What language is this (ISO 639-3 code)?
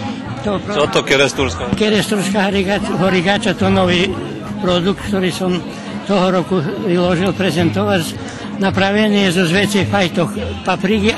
rue